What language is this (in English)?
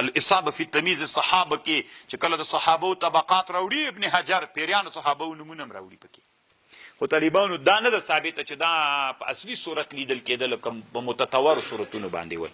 Pashto